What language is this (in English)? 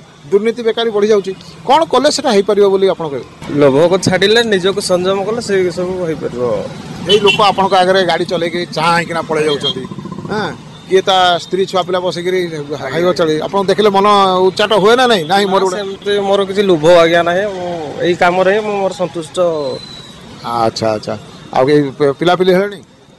Odia